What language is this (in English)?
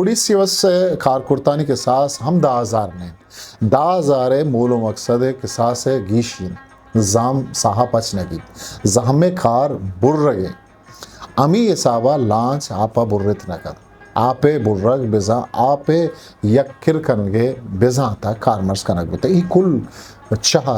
Eastern Balochi